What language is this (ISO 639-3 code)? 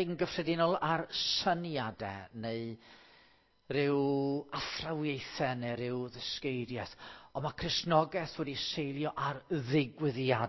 cym